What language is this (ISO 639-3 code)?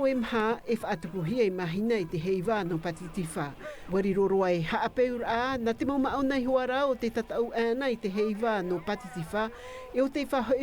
tah